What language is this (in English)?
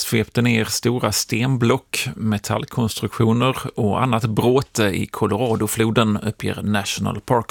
Swedish